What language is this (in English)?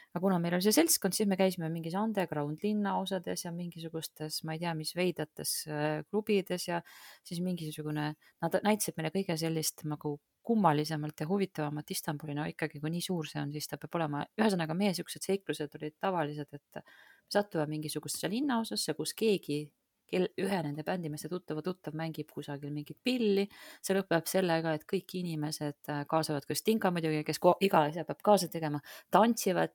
Estonian